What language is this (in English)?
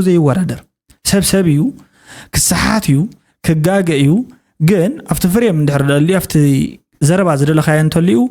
Tigrinya